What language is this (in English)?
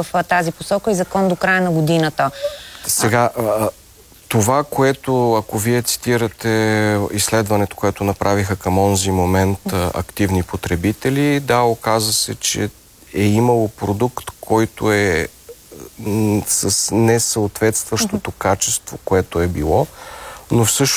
Bulgarian